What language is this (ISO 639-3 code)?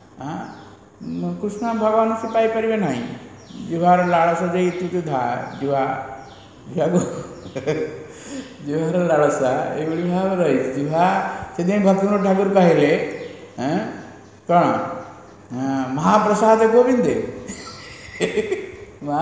ori